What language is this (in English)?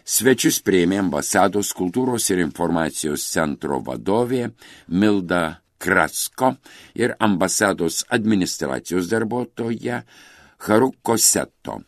Lithuanian